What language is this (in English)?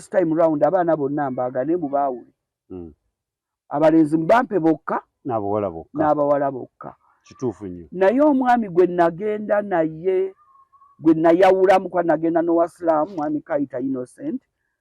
Ganda